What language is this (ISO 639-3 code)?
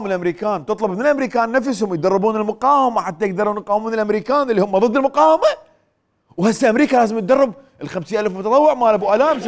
acm